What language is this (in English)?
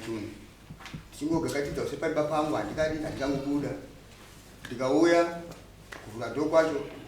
Shona